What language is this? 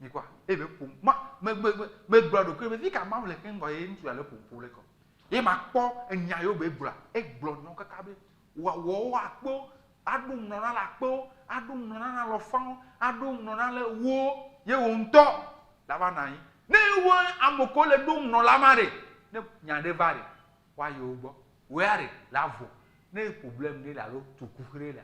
Ewe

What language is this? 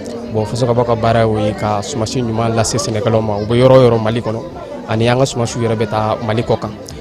Bambara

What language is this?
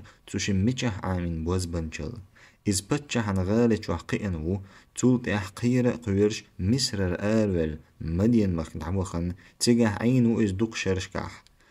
Chechen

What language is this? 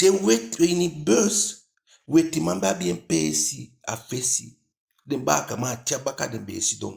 Eastern Maroon Creole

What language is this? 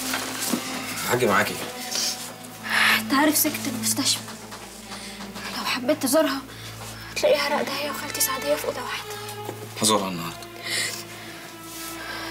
Egyptian Arabic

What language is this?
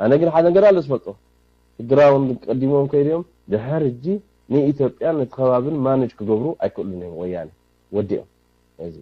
Tigrinya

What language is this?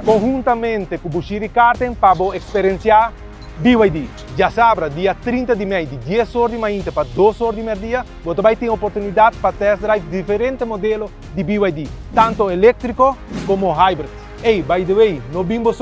Papiamento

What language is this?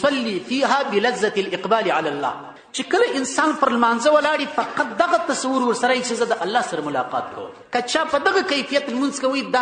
Pashto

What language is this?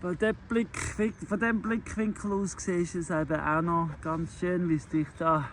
Swiss German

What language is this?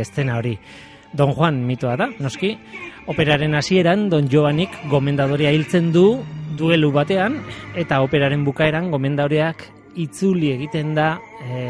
Basque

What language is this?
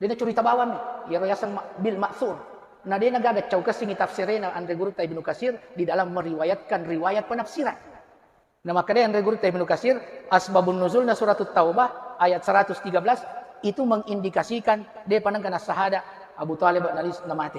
Buginese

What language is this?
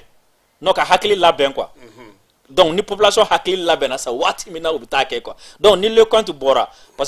Bambara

